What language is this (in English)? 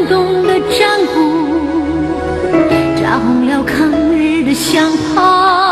Chinese